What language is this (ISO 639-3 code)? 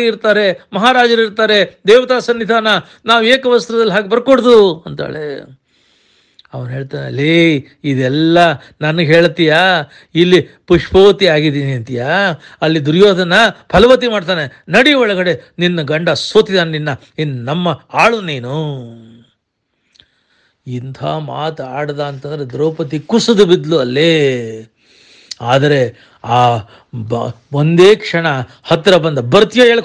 kan